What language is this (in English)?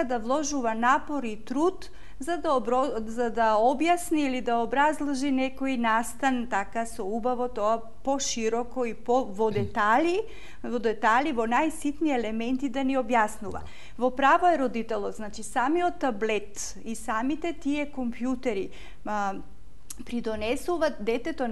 Macedonian